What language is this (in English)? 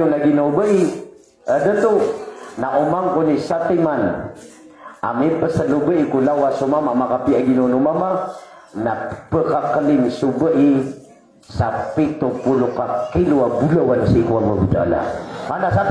Maranao